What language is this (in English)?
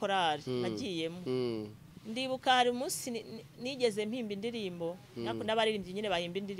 Kinyarwanda